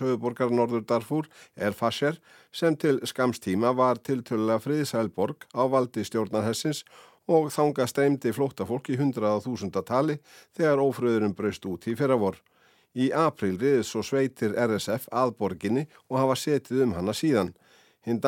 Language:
Icelandic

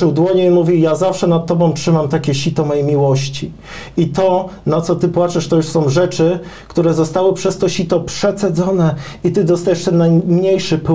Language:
Polish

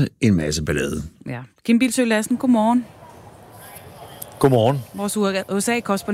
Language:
Danish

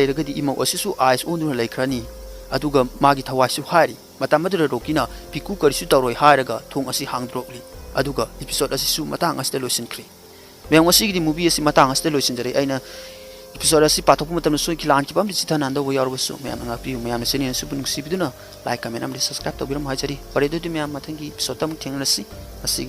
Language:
Manipuri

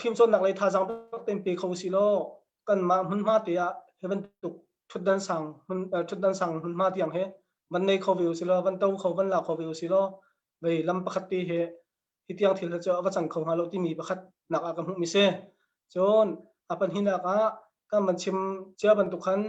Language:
Hakha Chin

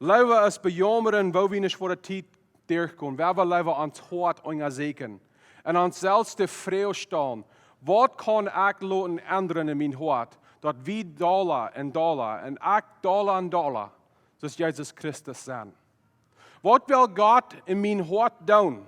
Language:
Plautdietsch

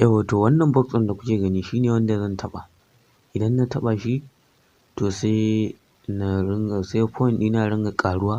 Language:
Hausa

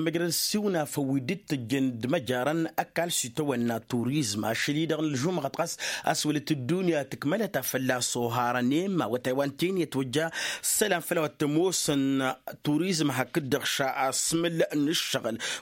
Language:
Tamasheq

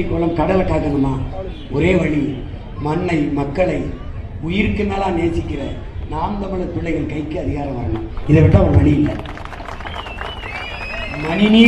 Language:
Tamil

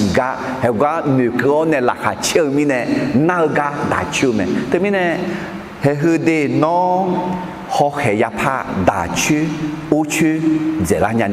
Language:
Akha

